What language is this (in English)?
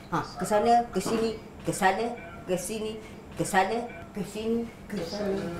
Malay